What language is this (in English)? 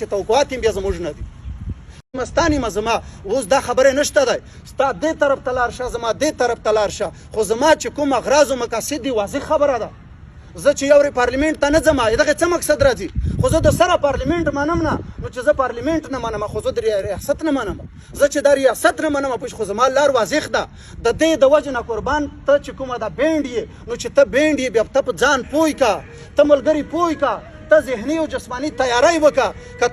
Pashto